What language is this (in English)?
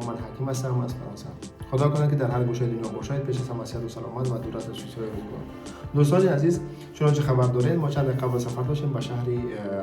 Tajik